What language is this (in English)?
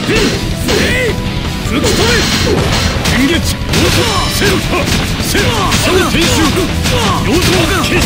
Japanese